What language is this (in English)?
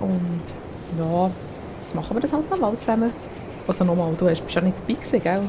Swiss German